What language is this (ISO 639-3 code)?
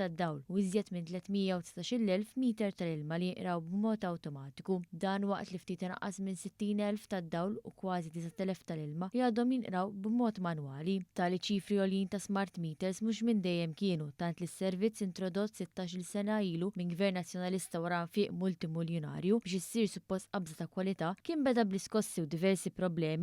mlt